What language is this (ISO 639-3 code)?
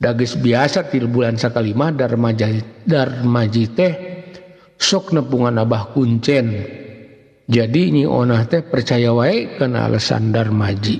sun